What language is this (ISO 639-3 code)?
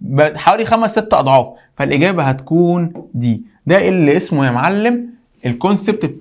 arz